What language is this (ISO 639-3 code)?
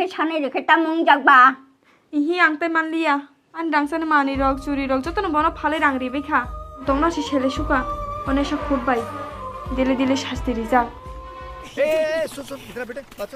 trp